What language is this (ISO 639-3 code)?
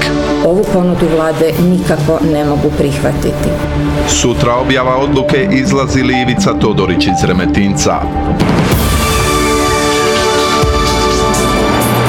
hrv